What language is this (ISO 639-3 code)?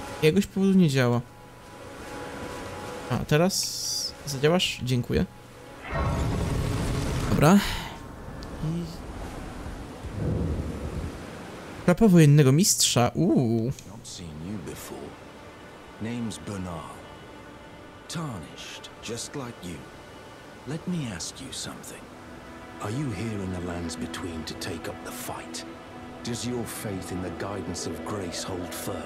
pol